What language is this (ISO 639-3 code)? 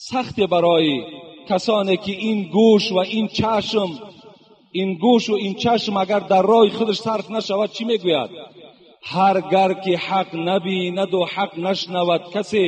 tgk